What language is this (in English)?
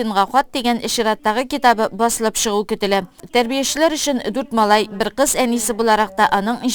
Tatar